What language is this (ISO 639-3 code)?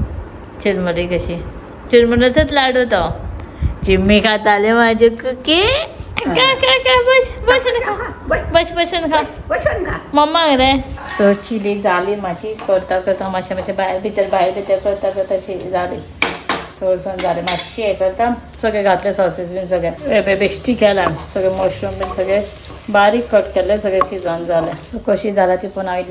kok